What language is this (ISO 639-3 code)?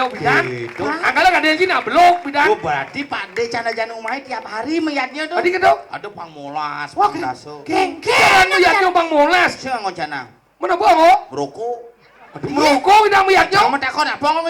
ban